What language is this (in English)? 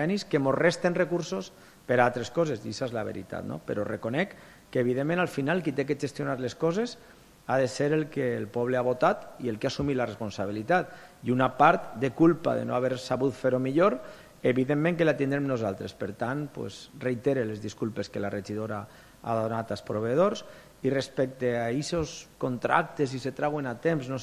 Catalan